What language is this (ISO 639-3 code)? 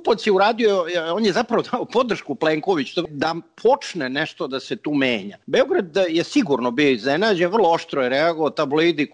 srp